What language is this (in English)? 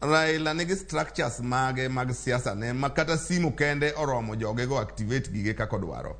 Luo (Kenya and Tanzania)